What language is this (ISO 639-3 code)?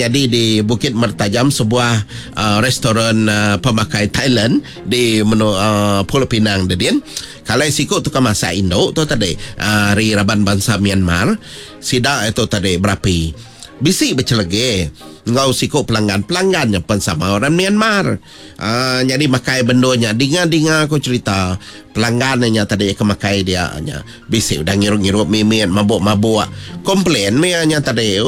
iba